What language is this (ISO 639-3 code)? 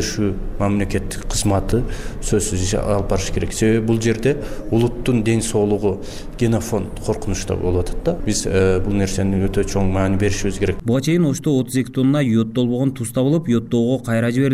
kir